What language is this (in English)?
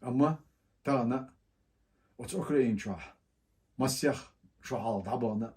Chechen